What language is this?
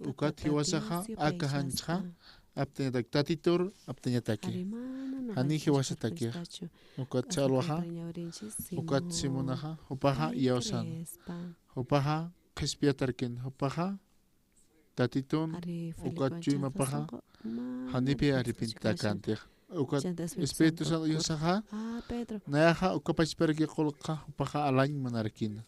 Aymara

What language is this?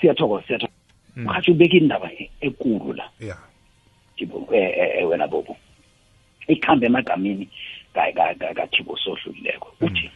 South Ndebele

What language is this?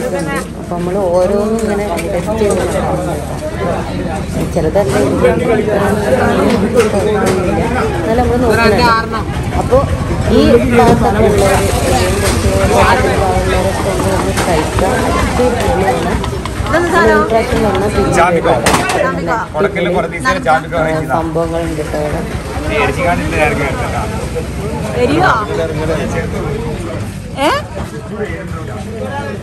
Malayalam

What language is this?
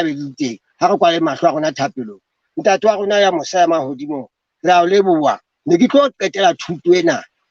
Southern Sotho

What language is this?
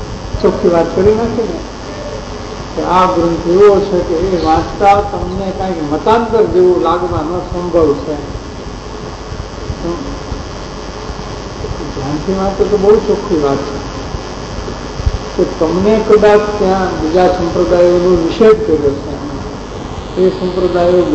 Gujarati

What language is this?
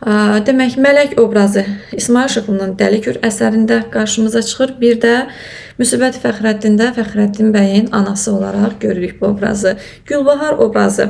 Azerbaijani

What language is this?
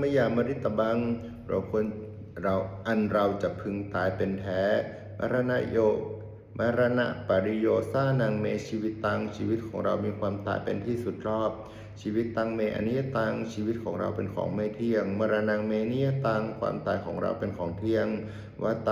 Pali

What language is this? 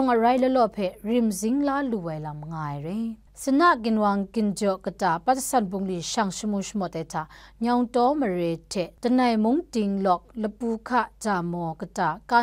Kachin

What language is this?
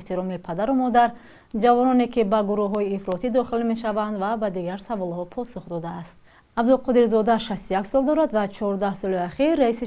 Tajik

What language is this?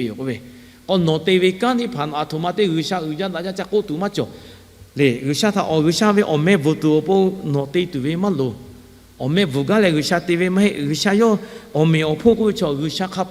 Lahu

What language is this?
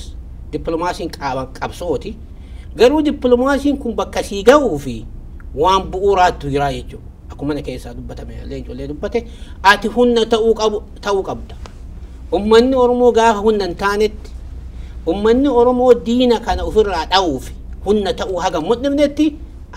Oromo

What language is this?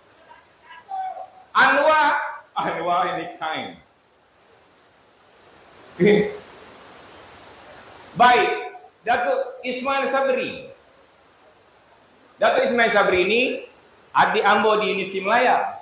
Malay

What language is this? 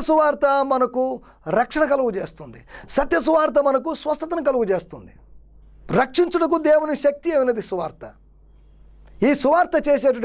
Telugu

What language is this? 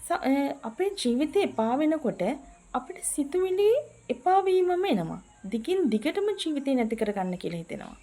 Sinhala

